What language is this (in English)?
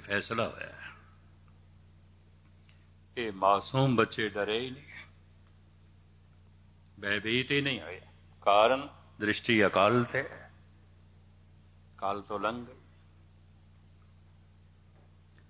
Punjabi